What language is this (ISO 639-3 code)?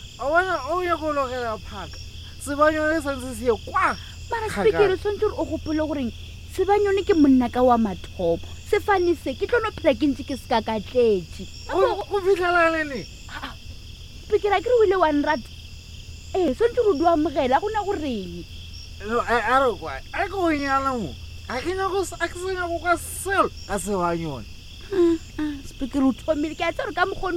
nso